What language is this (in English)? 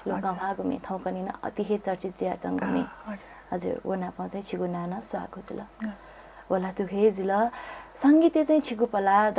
Newari